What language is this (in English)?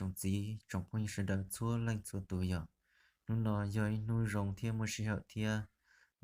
Hmong